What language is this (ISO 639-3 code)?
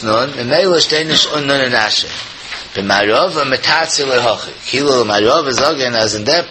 yid